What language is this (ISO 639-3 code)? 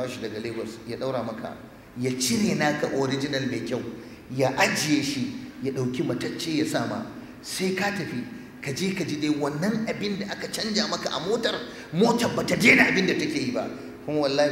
hau